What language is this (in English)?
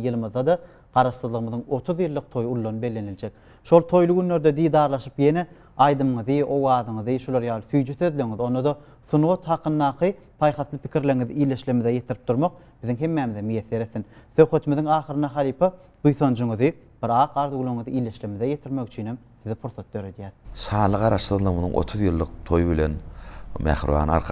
Turkmen